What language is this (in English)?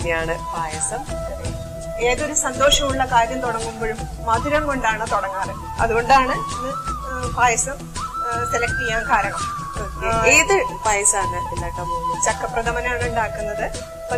Malayalam